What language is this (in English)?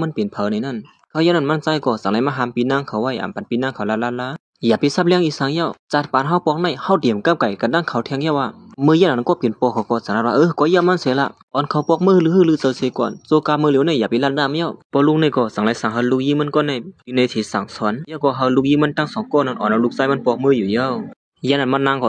Shan